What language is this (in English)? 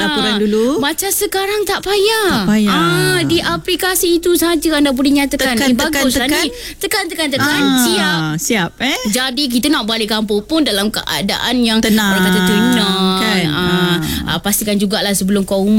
Malay